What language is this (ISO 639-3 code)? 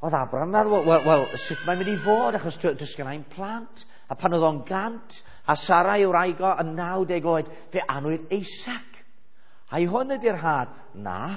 cym